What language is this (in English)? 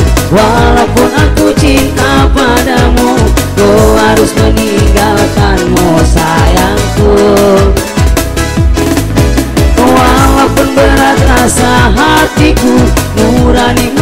Indonesian